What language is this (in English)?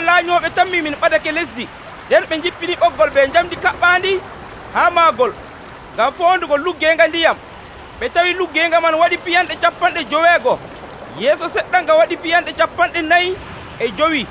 Nigerian Fulfulde